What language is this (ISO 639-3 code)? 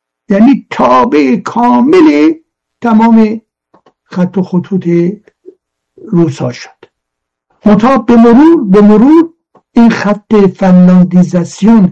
fas